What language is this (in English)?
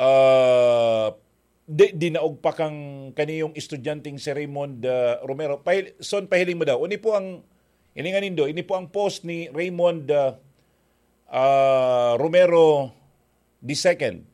Bikol